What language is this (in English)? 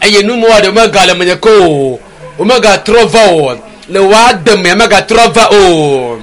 Ewe